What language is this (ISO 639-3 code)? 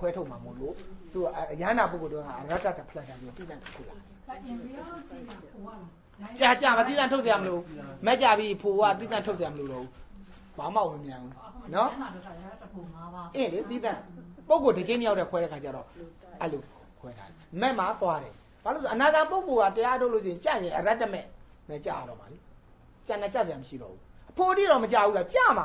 mya